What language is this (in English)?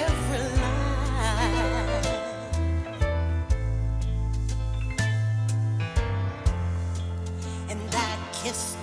Icelandic